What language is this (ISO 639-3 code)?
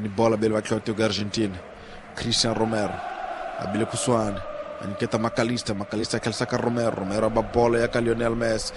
tso